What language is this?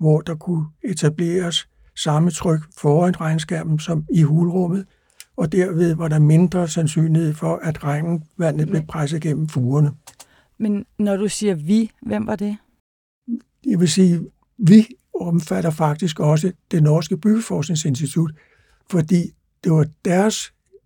Danish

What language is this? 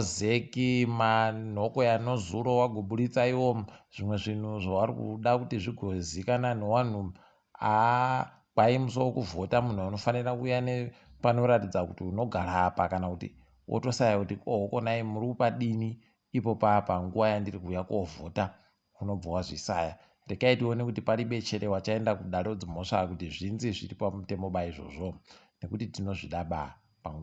Ndau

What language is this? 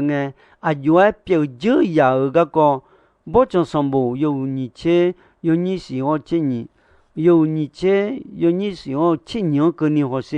Akha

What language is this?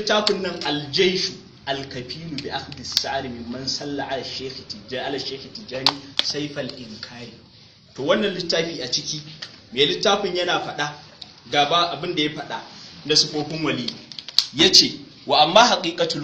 Hausa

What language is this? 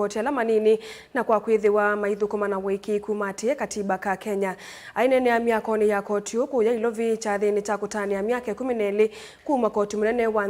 Kamba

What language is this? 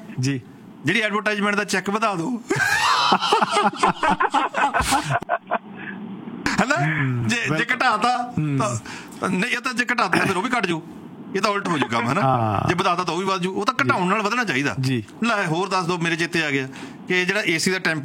Punjabi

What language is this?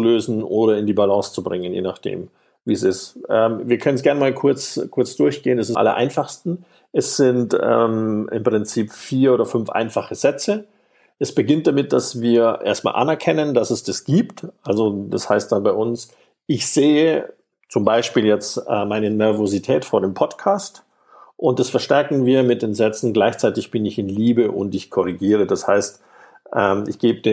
German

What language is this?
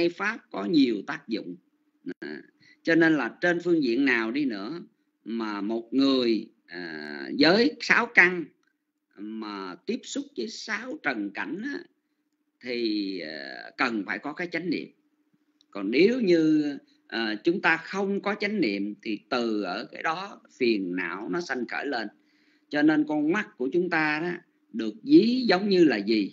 Vietnamese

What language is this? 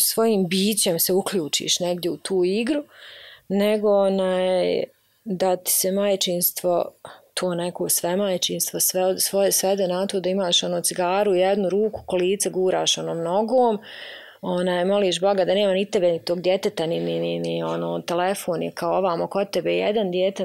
Bosnian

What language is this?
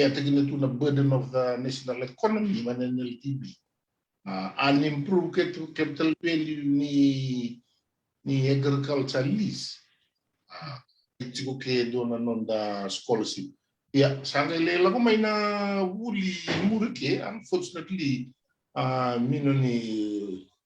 Fijian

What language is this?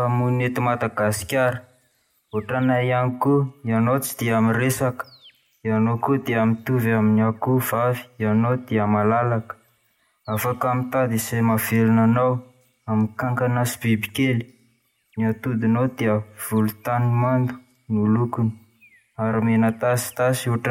Malagasy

